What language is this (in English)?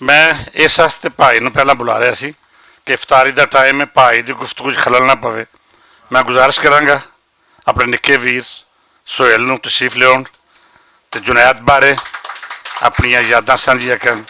Western Panjabi